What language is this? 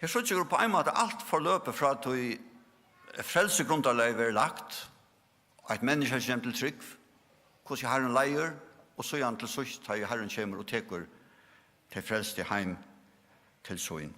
Faroese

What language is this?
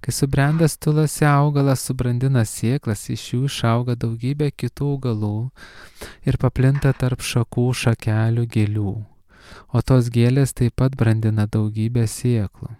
Lithuanian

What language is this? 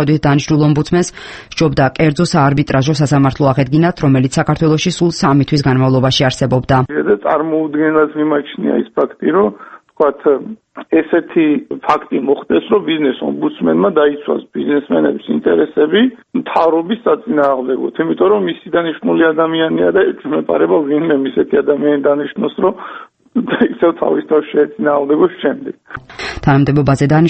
Georgian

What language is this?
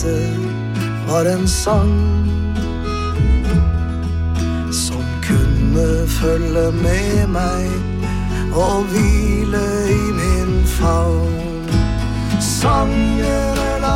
Norwegian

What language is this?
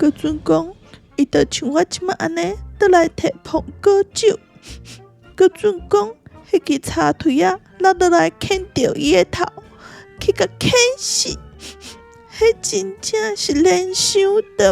Min Nan Chinese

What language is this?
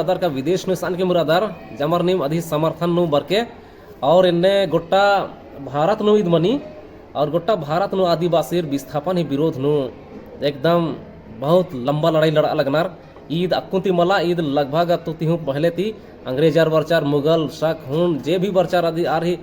Kurukh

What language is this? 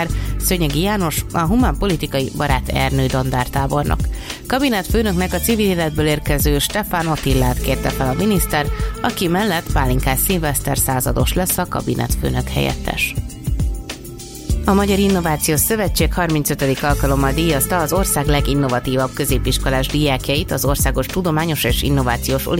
Hungarian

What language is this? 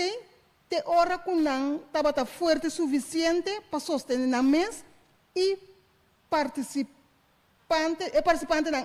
Papiamento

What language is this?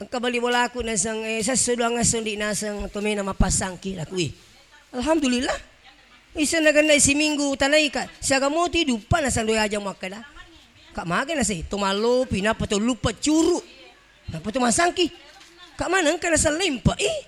Buginese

